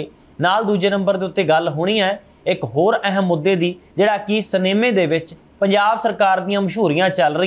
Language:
Punjabi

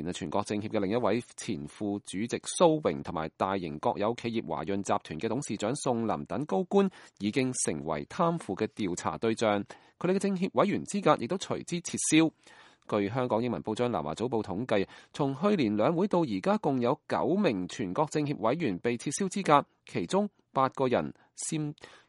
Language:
Cantonese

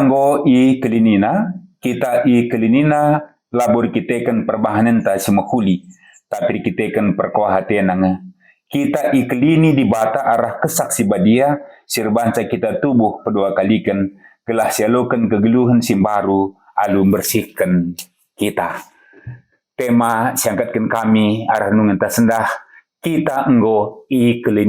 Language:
Batak Karo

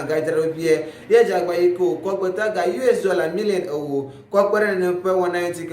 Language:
Ewe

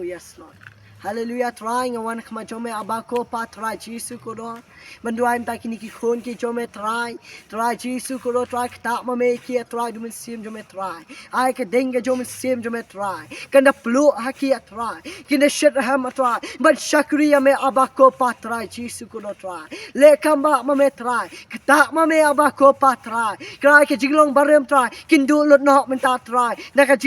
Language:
Khasi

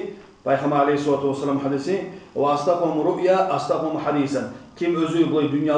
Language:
Kumyk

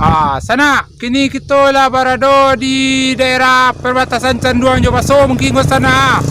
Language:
Minangkabau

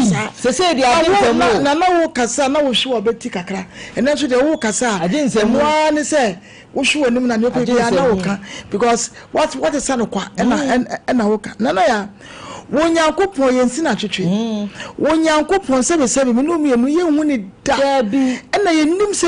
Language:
Akan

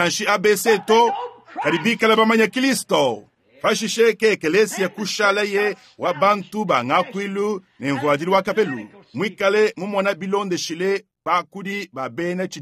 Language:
Luba-Lulua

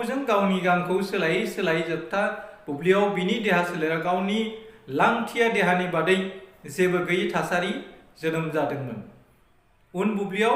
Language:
Bodo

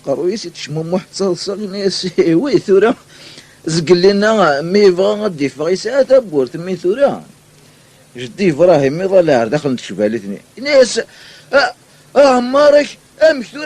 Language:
Kabyle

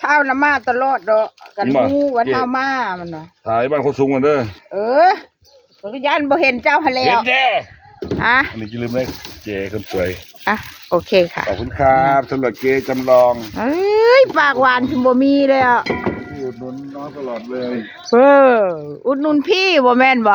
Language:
Northeastern Thai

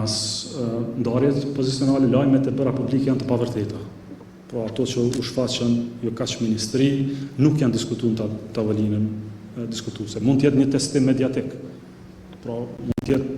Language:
Albanian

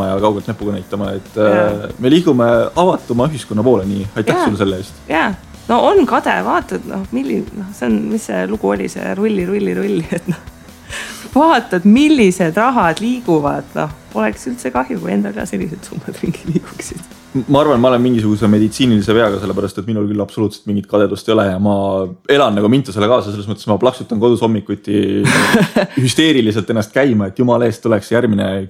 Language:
Estonian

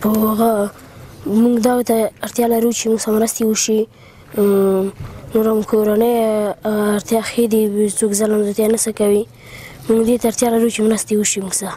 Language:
Pashto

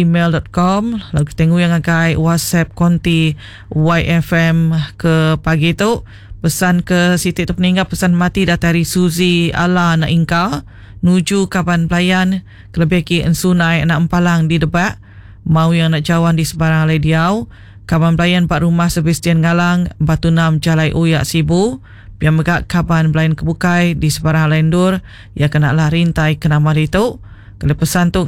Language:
Iban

